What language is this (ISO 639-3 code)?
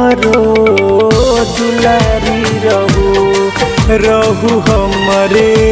bho